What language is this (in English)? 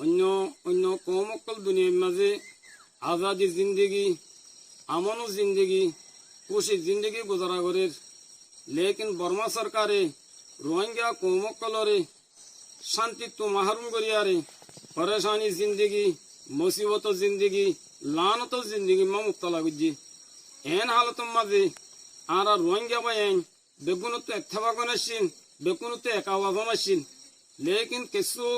Rohingya